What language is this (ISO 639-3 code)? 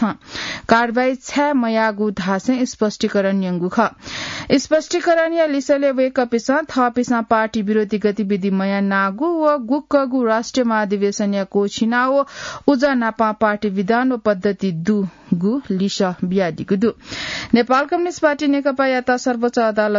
new